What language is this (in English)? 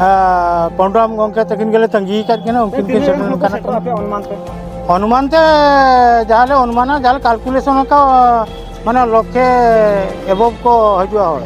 Santali